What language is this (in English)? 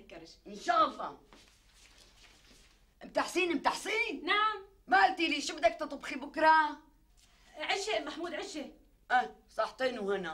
North Levantine Arabic